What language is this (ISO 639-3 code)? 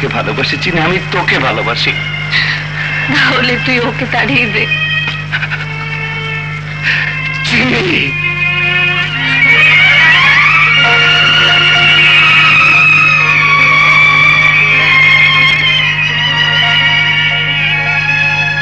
ben